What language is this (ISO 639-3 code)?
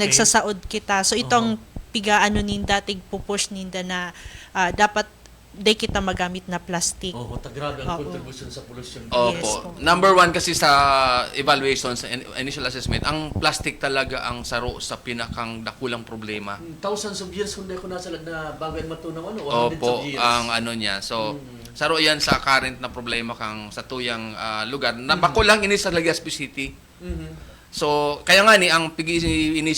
bik